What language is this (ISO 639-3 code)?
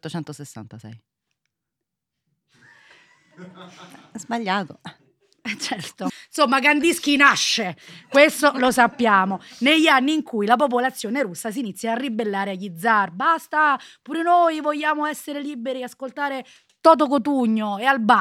ita